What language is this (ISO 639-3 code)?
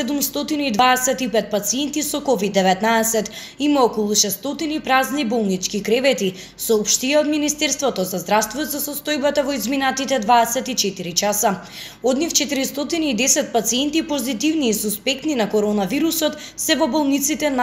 mkd